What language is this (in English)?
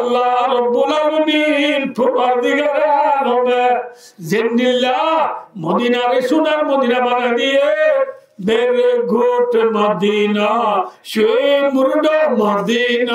Rohingya